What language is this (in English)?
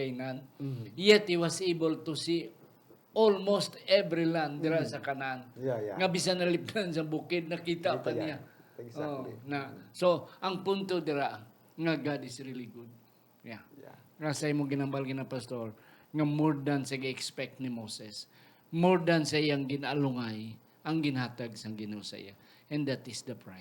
Hiligaynon